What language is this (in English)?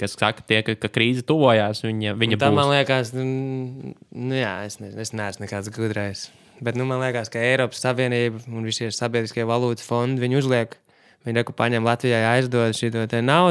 Latvian